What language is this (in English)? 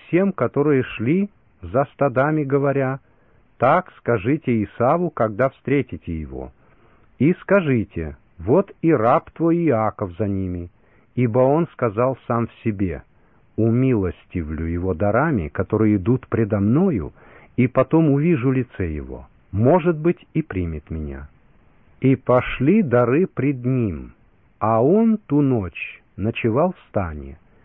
Russian